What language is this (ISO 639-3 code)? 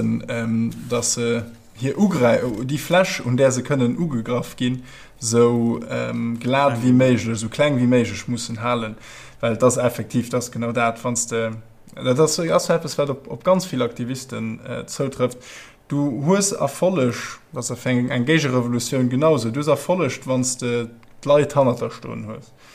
ltz